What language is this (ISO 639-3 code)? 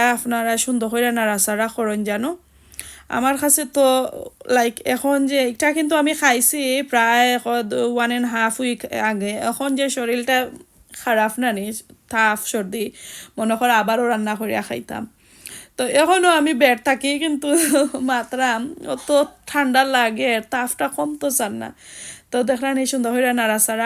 syl